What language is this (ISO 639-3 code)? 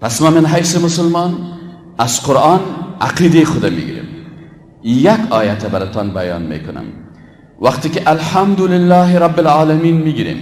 fas